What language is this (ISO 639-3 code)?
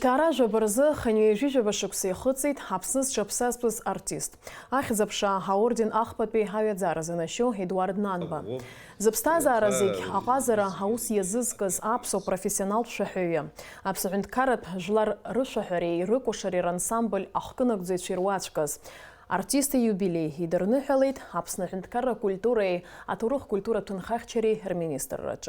abk